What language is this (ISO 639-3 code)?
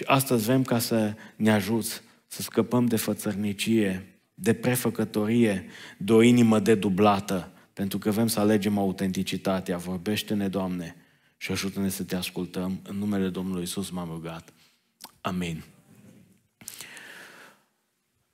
ron